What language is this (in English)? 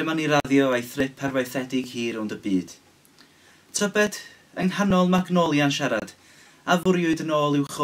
Welsh